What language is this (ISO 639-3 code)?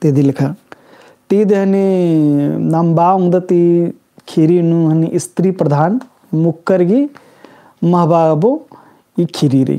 kru